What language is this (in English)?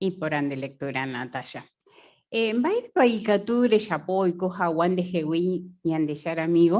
Guarani